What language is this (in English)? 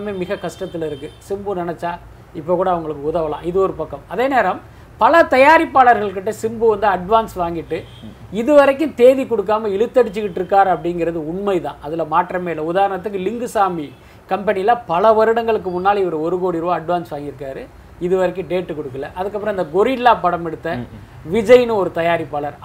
Tamil